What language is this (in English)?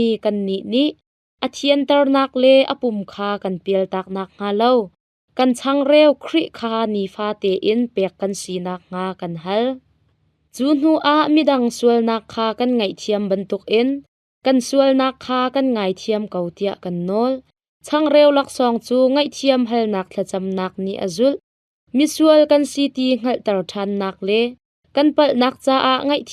Hakha Chin